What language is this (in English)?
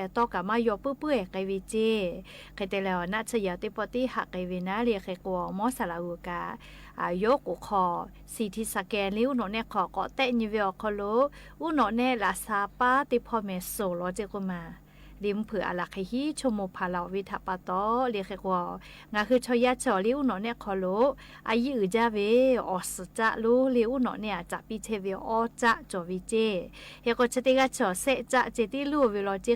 Lahu